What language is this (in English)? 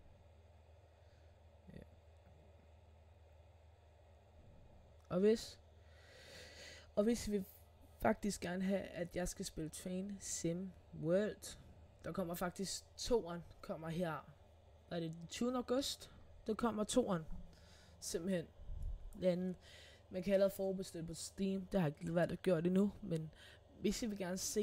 Danish